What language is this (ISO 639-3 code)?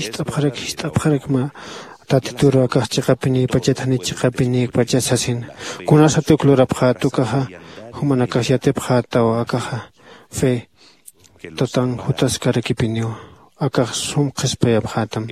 aym